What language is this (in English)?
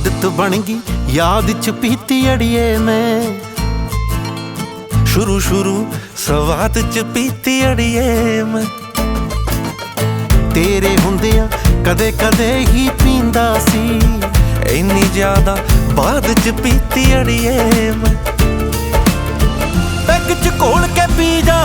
Punjabi